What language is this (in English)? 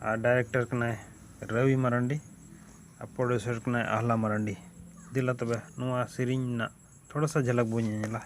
Santali